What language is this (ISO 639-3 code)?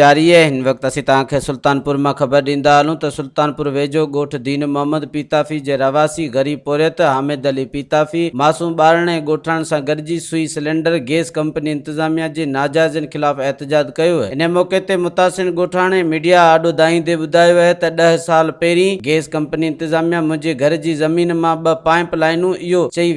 snd